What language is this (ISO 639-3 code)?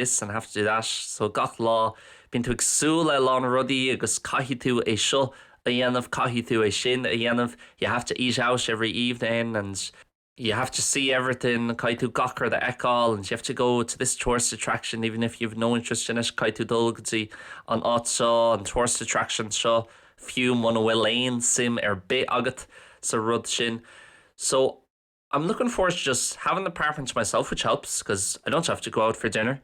gle